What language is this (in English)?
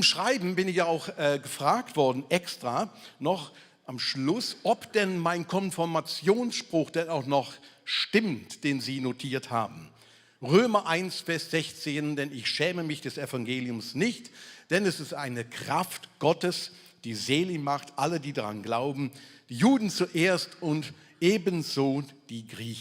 Swiss German